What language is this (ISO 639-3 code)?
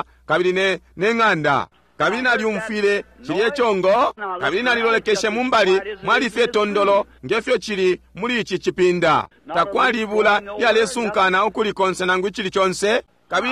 bem